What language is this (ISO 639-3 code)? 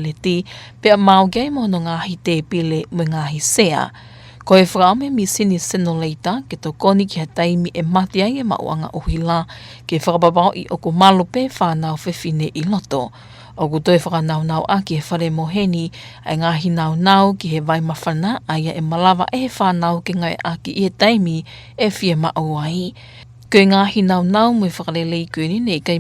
ton